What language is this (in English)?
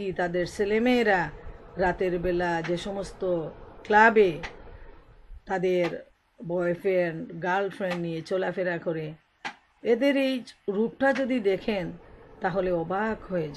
Bangla